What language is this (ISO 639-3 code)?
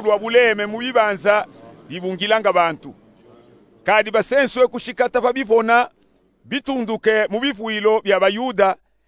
lub